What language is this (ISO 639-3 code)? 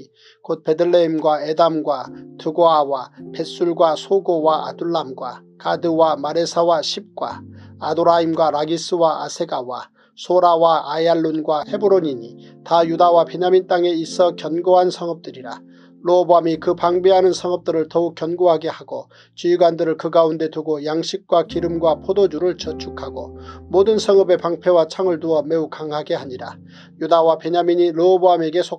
kor